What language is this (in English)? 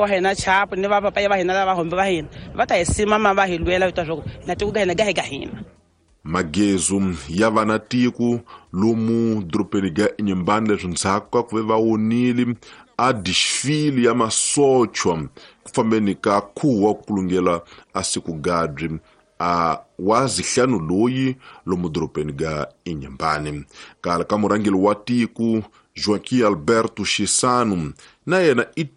Tsonga